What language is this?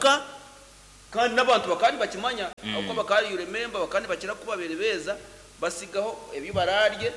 Nyankole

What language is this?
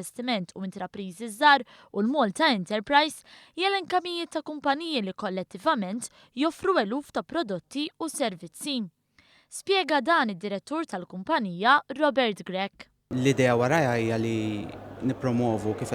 Maltese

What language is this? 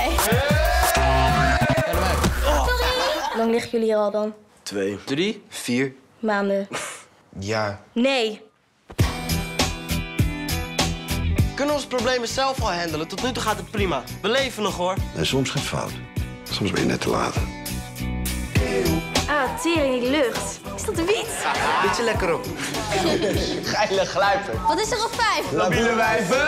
Dutch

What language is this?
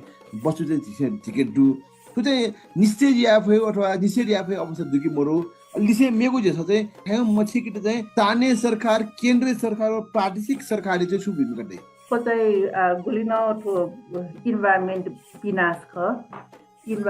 Newari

